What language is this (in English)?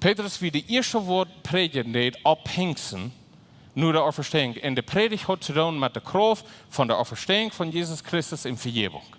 Plautdietsch